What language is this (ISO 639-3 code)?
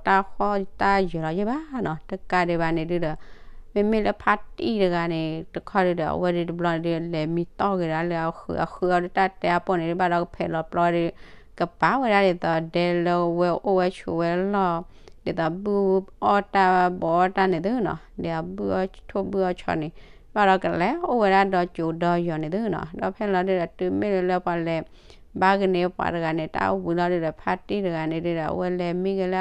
ksw